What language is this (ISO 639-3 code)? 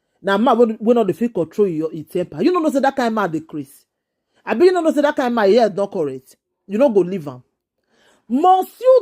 pcm